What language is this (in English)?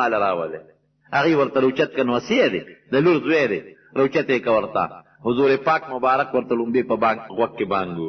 Pashto